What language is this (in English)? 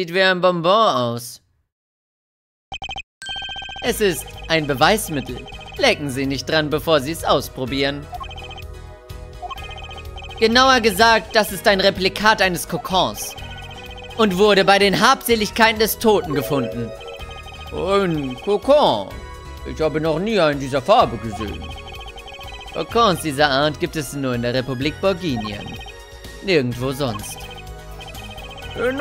German